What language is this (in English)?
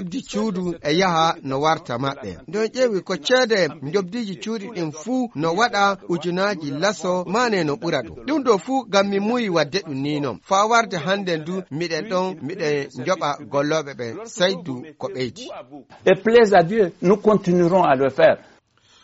Fula